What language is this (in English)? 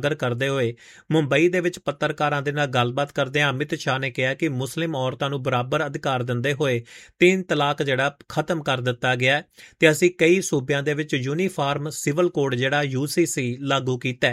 Punjabi